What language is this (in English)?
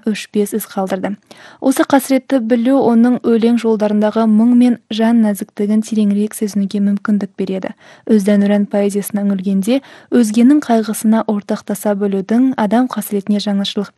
Kazakh